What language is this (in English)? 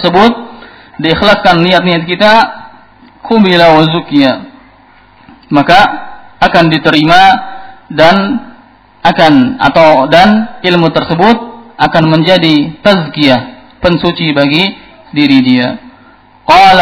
Indonesian